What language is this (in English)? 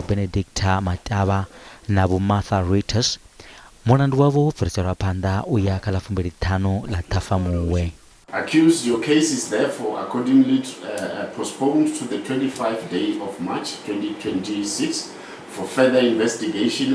Venda